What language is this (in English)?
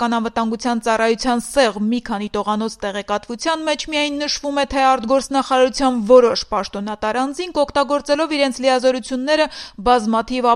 Armenian